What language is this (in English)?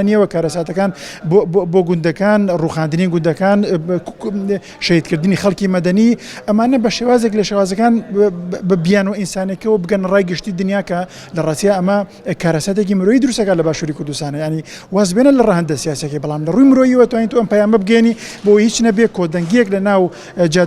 Central Kurdish